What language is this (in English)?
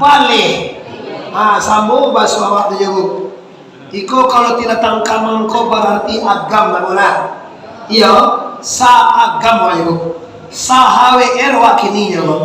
Minangkabau